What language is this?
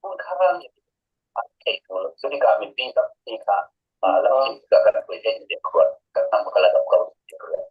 Falam Chin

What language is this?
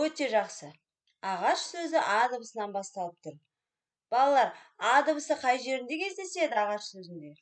Kazakh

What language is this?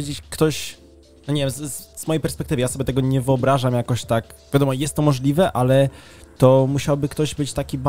Polish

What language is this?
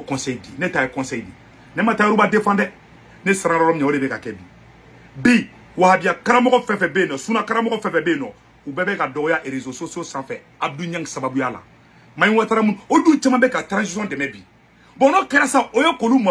Bambara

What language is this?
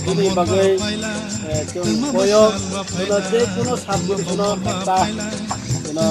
Kok Borok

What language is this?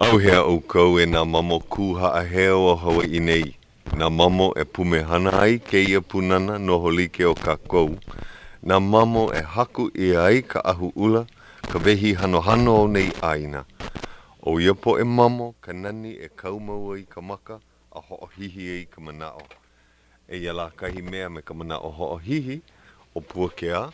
Hawaiian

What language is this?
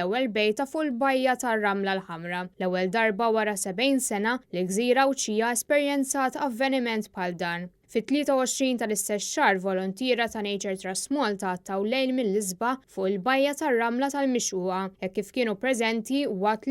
Maltese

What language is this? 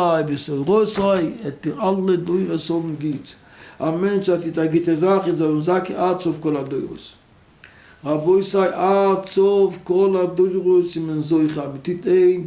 Yiddish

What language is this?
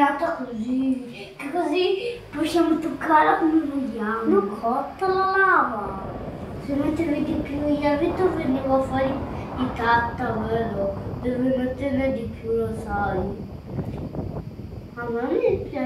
Italian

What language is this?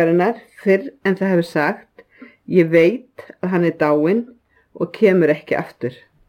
Icelandic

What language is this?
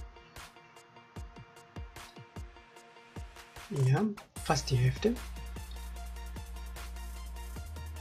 German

